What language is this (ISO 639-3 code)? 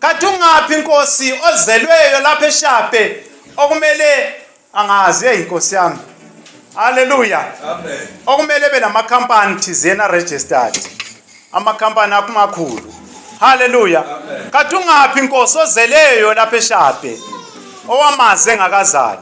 nde